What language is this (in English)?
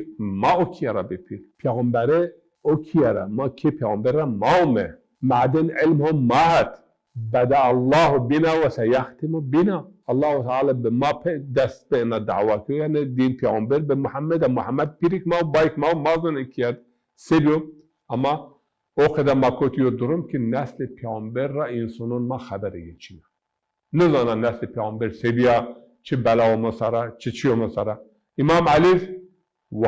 Zaza